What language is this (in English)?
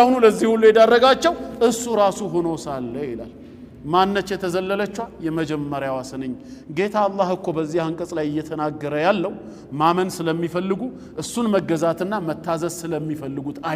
Amharic